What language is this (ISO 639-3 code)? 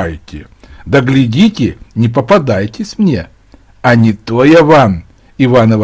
rus